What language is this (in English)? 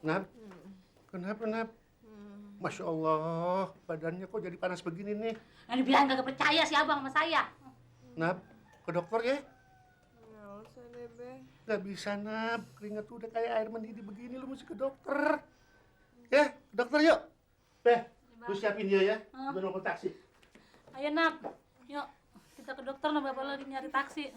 Betawi